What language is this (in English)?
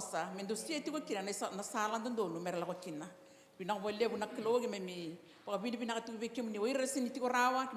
Fijian